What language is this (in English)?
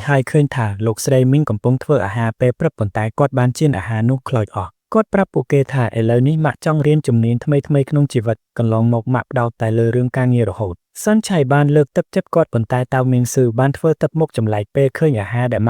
Khmer